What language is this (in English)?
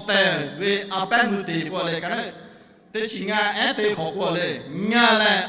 Lahu